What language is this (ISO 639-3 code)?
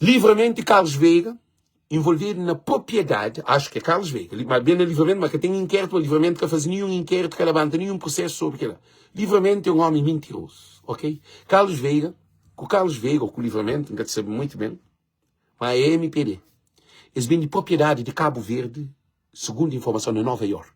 kea